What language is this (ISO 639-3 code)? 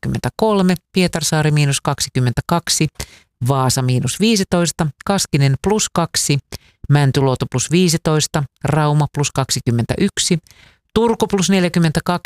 fin